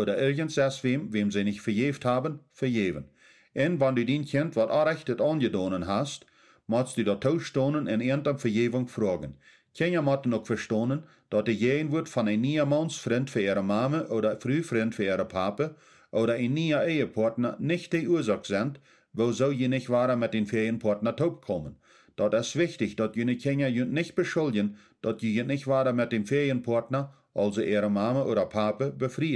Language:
Plautdietsch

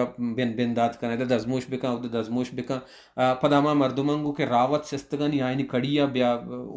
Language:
Baluchi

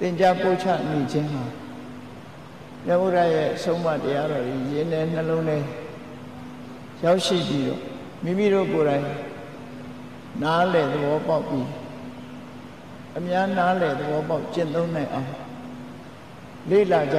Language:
Burmese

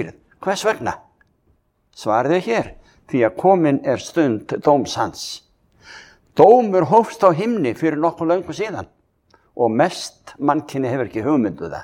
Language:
Icelandic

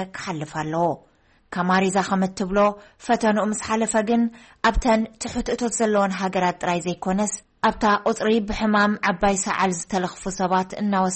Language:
Tigrinya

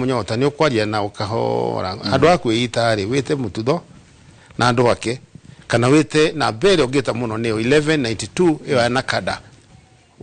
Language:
Kikuyu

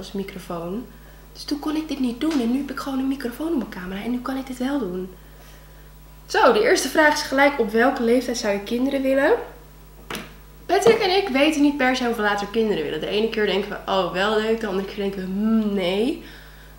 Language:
Dutch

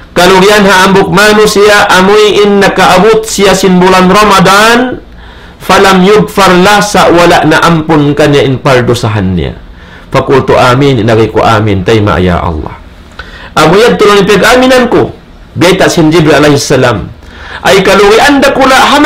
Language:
Tausug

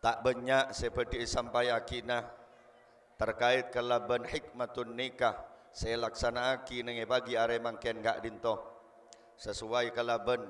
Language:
Madurese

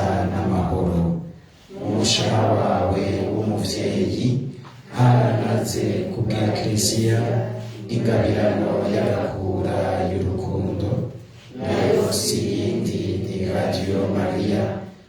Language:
Rundi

